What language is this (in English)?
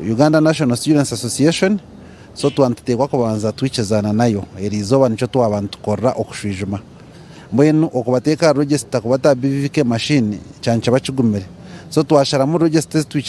Nyankole